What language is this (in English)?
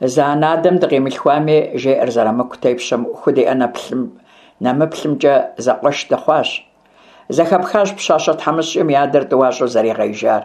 Kabardian